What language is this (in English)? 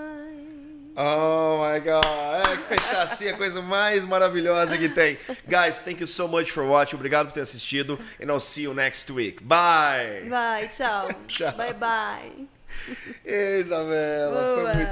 Portuguese